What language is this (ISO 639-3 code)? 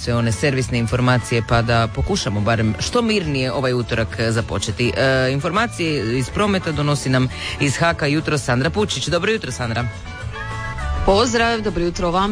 hrv